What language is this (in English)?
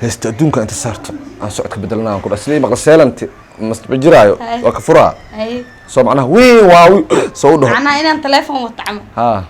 Somali